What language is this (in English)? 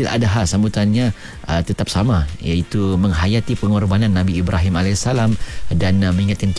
Malay